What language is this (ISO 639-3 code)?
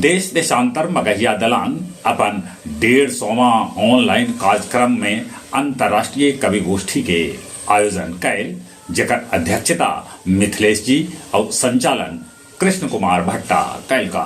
mag